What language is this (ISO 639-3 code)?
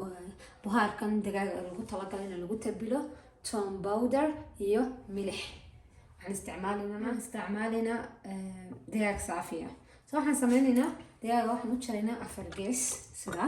som